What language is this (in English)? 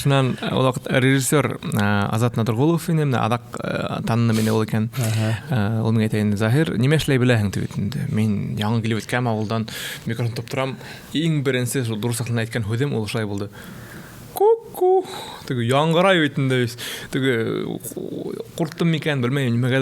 Bashkir